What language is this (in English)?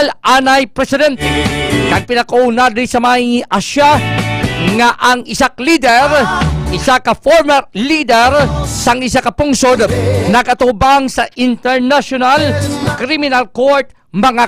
Hiligaynon